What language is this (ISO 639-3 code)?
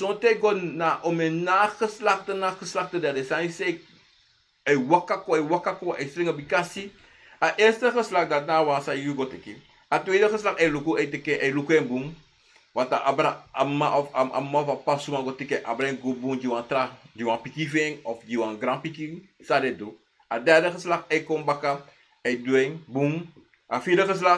srn